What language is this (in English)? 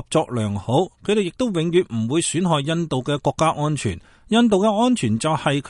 Cantonese